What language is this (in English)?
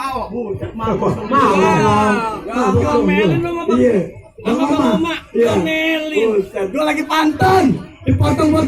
Betawi